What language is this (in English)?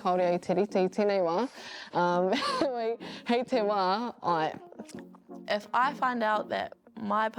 Māori